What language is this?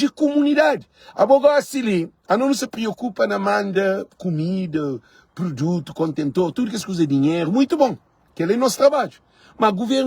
Kabuverdianu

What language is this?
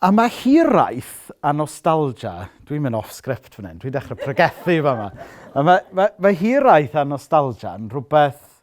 Welsh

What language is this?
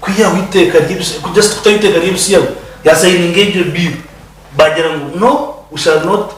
Nyankole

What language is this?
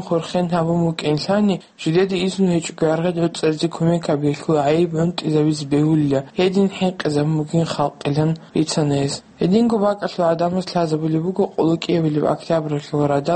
Avaric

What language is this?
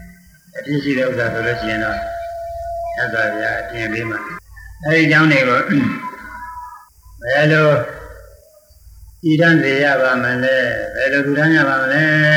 Burmese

